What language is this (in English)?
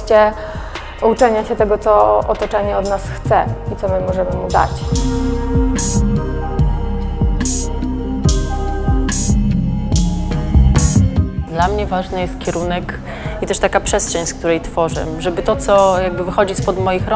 Polish